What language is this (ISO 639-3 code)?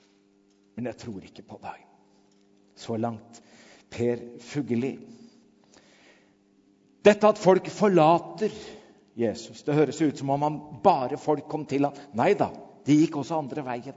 nor